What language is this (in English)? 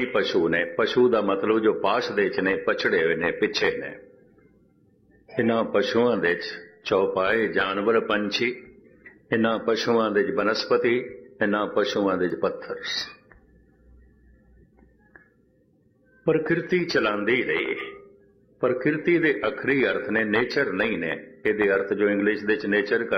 Punjabi